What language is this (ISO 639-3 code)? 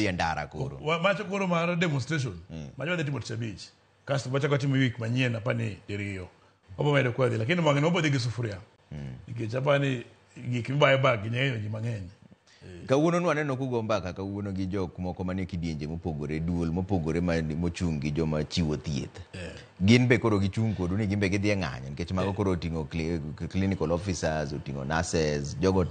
luo